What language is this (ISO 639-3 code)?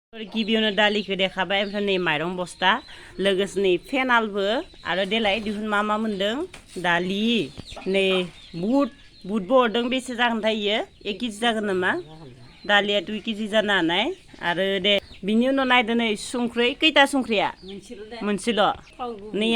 brx